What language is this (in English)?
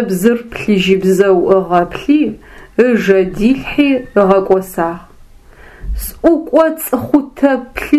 Adyghe